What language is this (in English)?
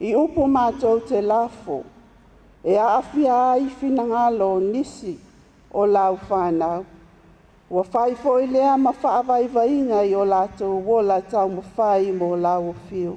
Samoan